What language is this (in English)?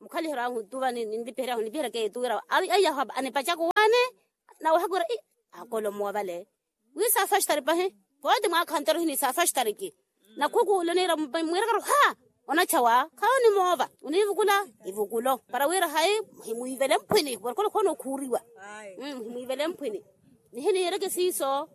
Makhuwa